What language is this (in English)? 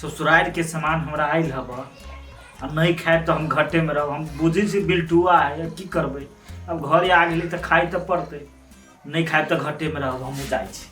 Maithili